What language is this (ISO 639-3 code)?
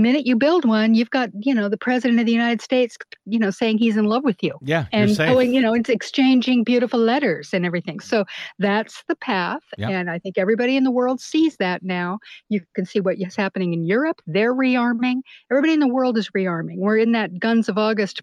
eng